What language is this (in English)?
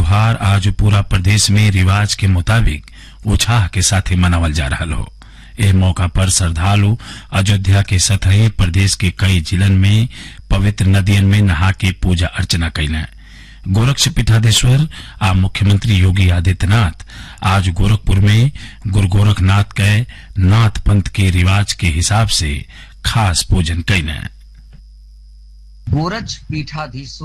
Bhojpuri